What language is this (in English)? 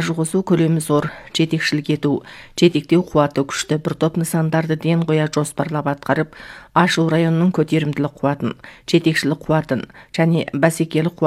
Kazakh